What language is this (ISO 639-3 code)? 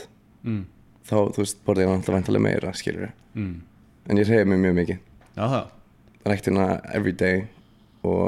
isl